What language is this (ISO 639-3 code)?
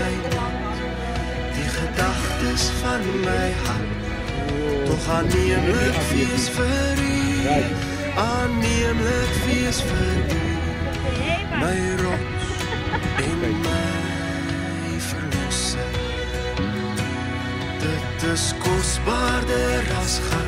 afr